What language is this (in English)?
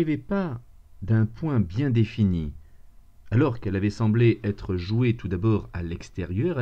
French